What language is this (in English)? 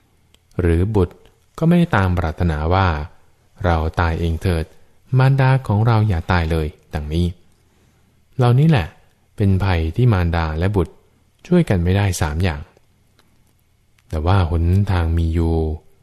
Thai